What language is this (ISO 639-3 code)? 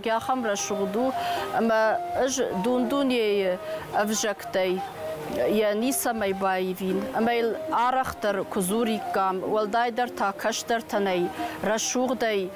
oss